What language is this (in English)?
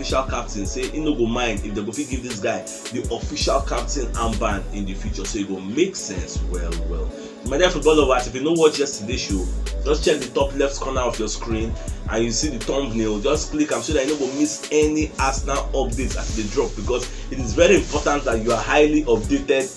Nigerian Pidgin